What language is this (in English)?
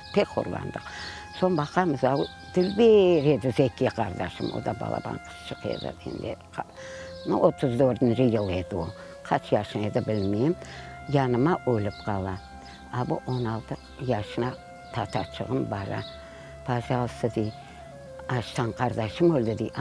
Crimean Tatar